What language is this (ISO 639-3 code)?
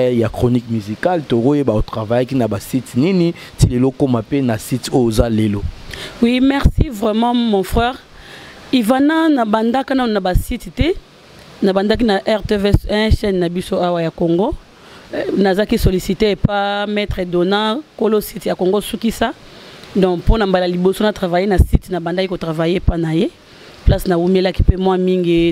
lin